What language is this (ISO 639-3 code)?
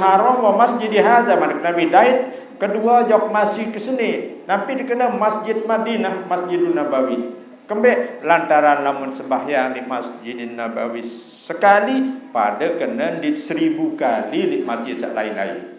sas